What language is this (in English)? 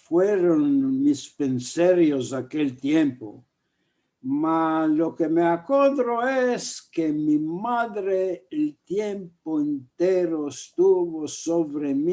Ladino